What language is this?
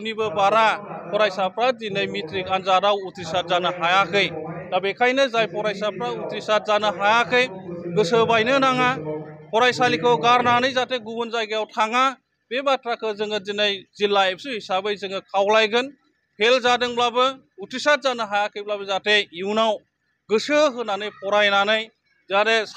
Bodo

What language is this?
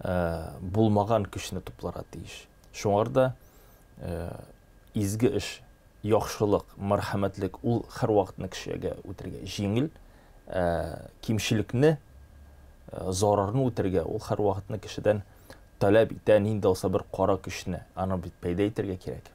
Tatar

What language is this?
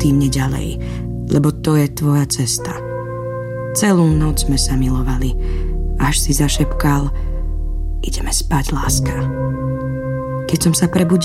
Slovak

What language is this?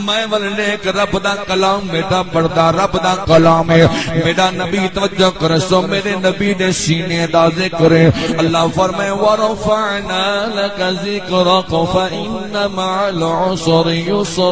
Saraiki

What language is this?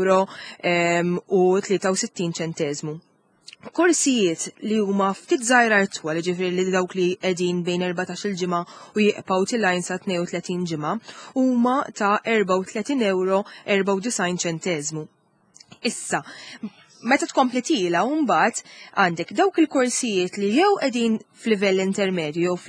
Maltese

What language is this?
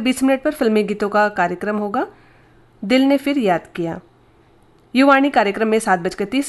Hindi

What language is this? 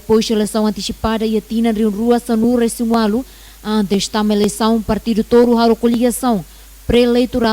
Tetum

